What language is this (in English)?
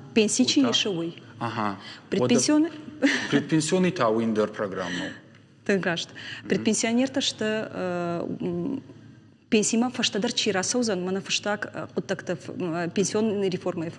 Ossetic